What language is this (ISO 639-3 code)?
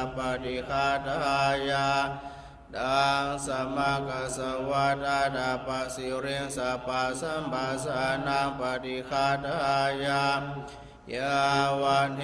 pli